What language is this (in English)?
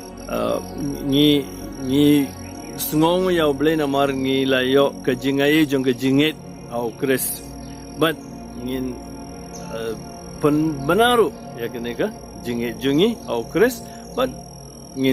Khasi